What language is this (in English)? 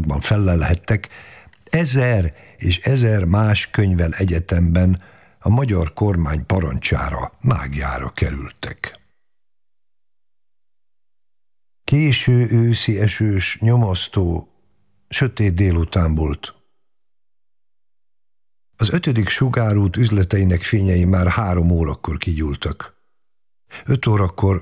Hungarian